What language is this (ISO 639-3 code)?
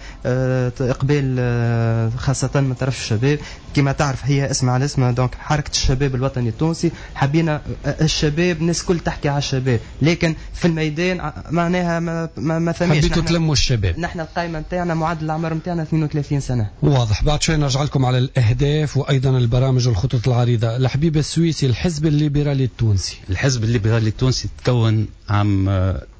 aeb